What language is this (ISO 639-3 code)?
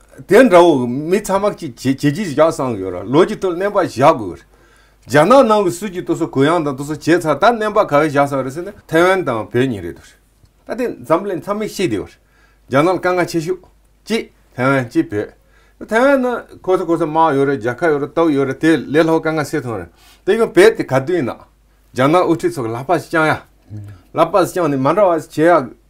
bod